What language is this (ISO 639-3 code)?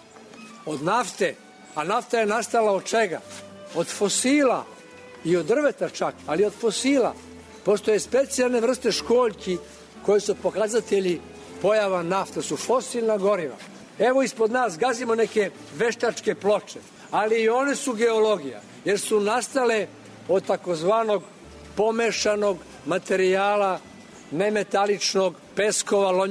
srp